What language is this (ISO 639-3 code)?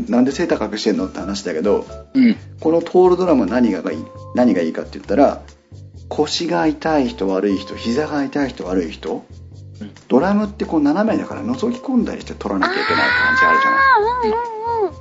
jpn